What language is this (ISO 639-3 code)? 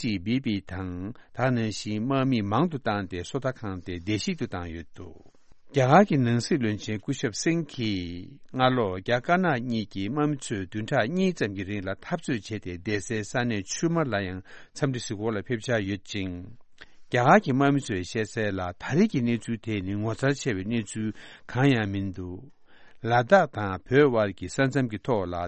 bod